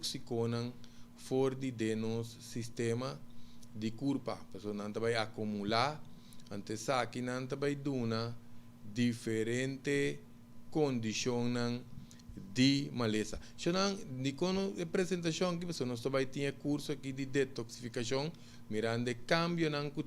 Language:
Papiamento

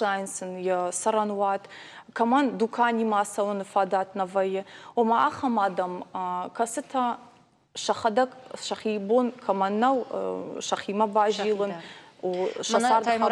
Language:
Ossetic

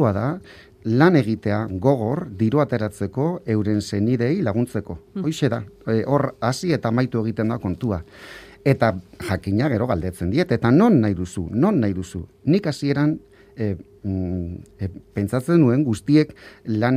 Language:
Basque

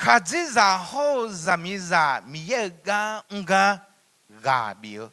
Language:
Akha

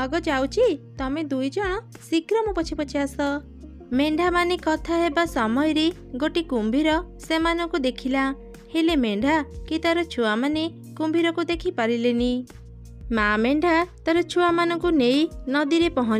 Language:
Odia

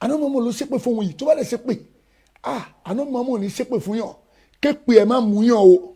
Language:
Yoruba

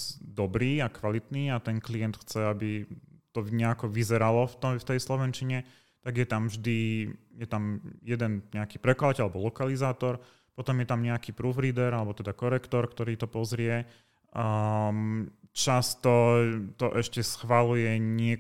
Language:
Slovak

